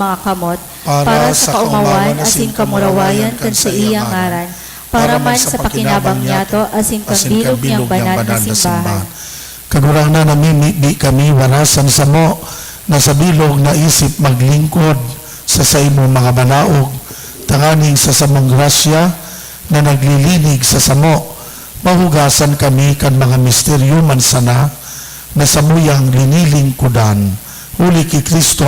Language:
Bikol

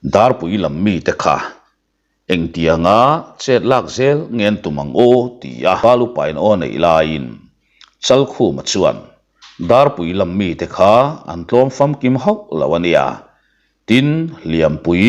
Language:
Mizo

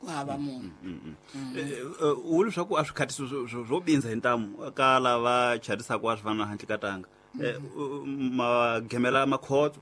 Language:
Tsonga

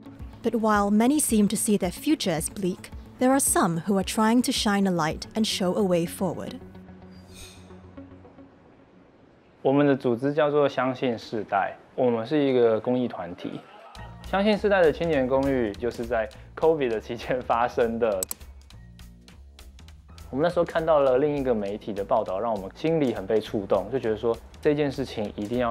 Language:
Chinese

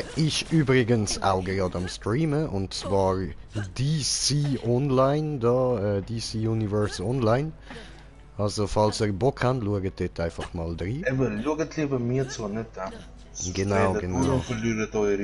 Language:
Swiss German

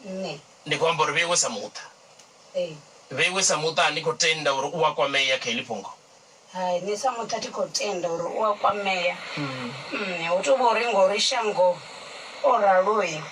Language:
Venda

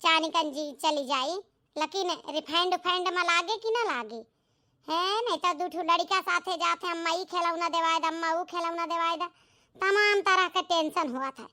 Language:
Awadhi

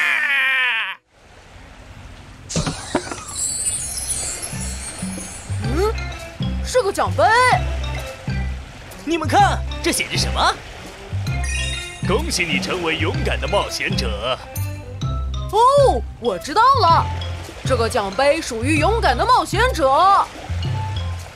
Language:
Chinese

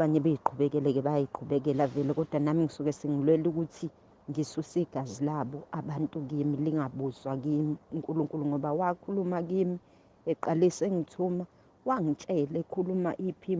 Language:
Zulu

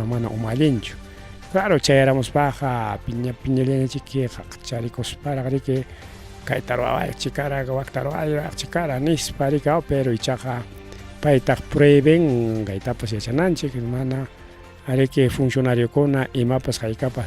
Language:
Ayacucho Quechua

